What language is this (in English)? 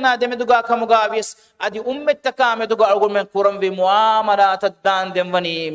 Divehi